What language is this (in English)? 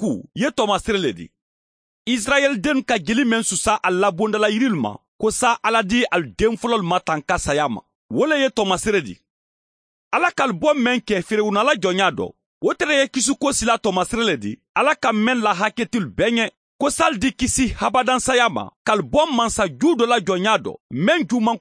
Mandingo